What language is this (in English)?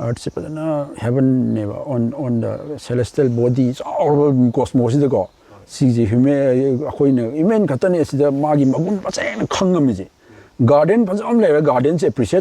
Manipuri